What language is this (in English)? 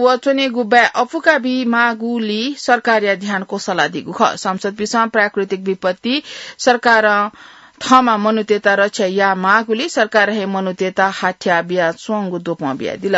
Newari